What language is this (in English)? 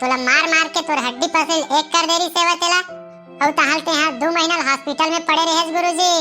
Chhattisgarhi